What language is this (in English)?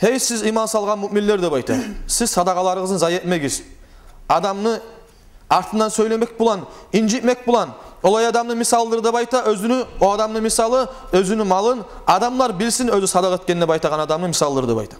Kumyk